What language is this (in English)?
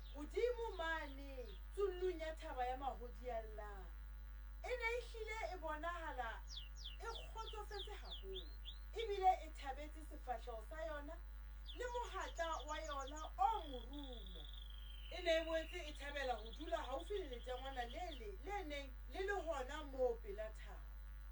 Southern Sotho